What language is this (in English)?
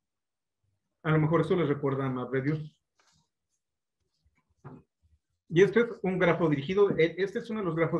Spanish